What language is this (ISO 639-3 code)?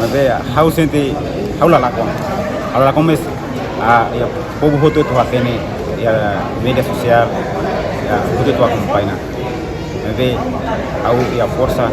tet